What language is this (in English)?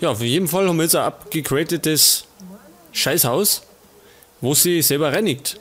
Bavarian